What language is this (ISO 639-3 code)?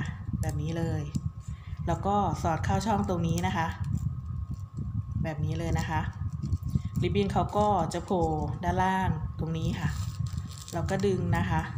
tha